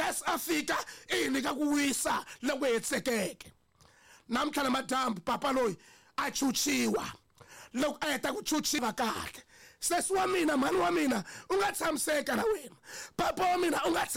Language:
Tsonga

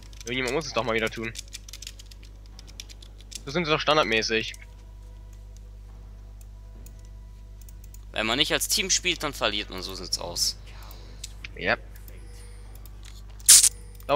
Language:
German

